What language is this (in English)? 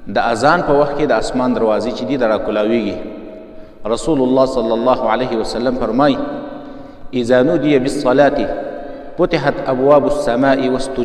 Pashto